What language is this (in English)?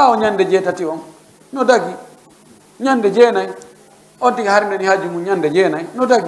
Fula